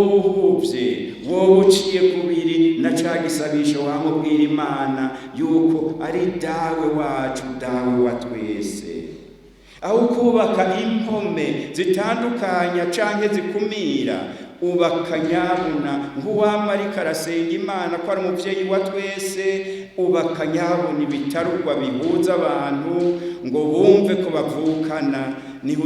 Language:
Rundi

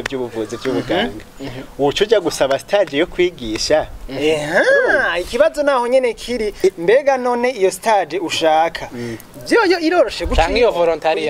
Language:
Rundi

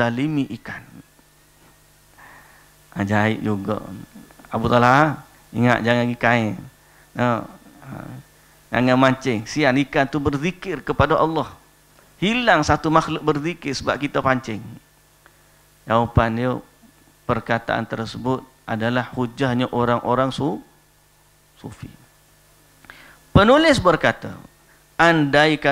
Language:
Malay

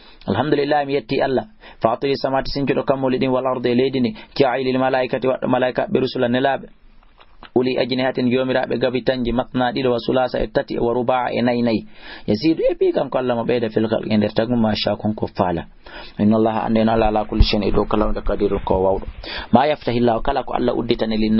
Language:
Fula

